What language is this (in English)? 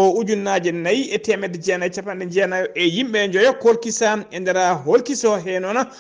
Fula